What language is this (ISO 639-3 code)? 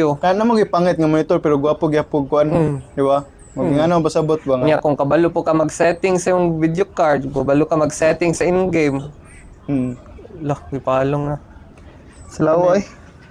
ceb